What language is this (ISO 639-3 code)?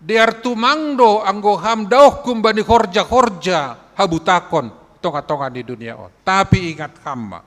bts